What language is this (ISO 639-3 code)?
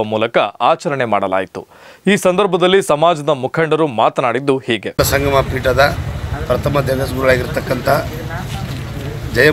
kan